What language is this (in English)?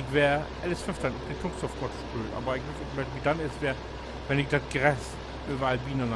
Low German